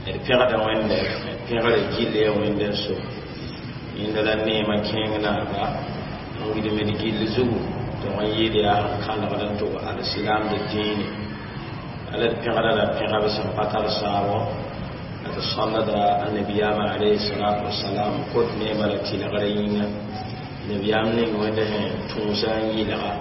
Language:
Mossi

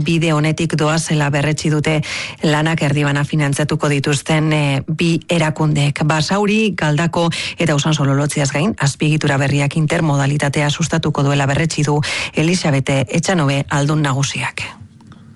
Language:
Basque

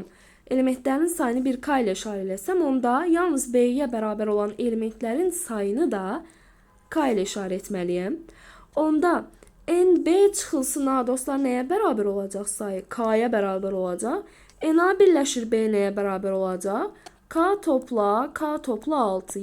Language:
Azerbaijani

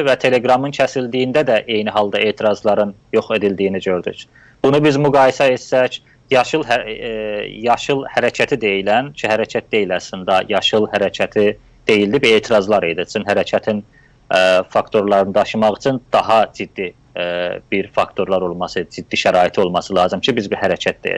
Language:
South Azerbaijani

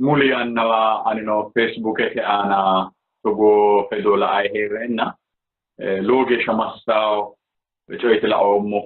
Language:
Sidamo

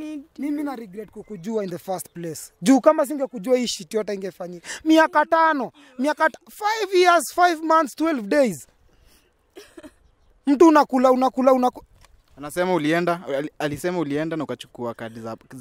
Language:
Swahili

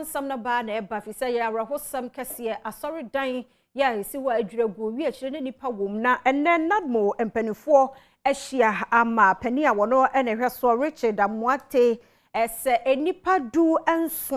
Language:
Akan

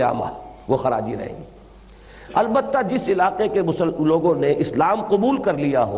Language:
Urdu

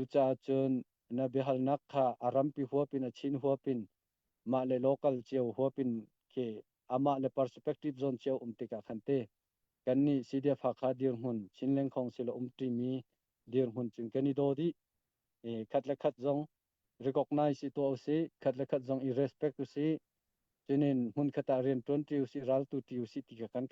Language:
Hakha Chin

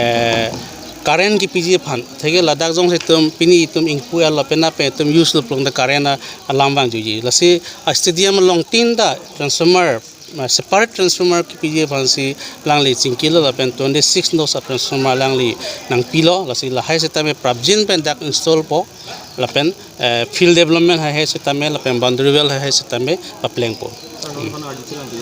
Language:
Karbi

